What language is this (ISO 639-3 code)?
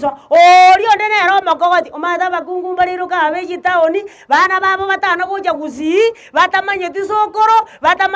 guz